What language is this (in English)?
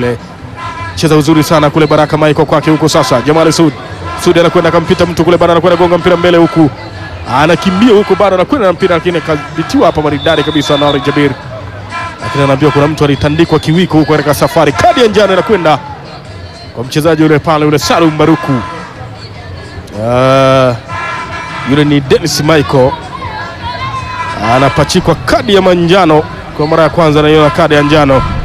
Swahili